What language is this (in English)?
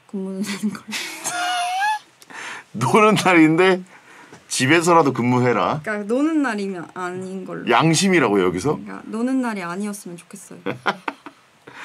Korean